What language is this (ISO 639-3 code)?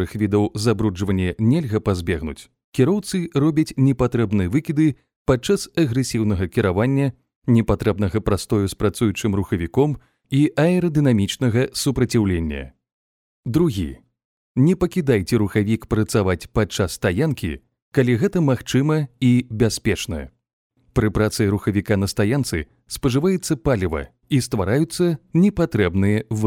bel